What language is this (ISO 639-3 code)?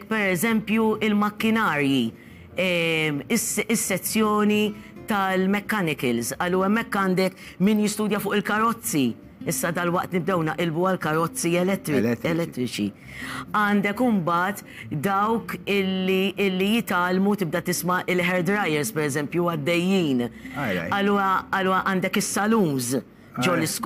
mlt